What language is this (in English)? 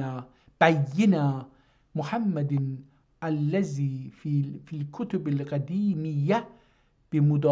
South Azerbaijani